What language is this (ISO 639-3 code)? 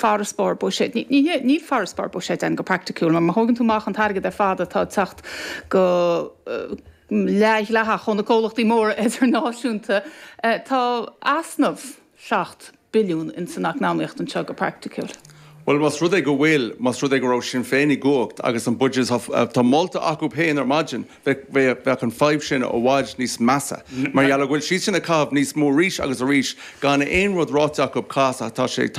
gle